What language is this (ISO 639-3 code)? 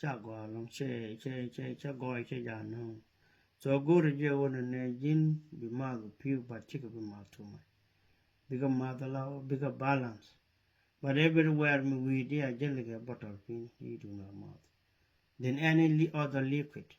nus